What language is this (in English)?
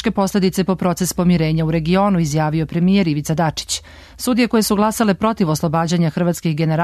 Serbian